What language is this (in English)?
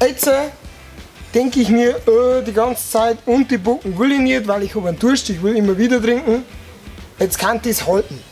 Bavarian